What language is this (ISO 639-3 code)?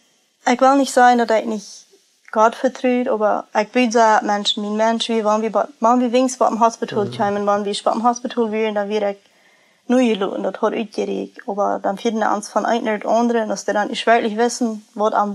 pdt